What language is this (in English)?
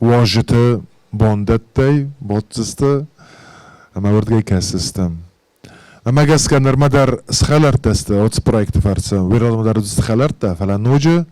Ossetic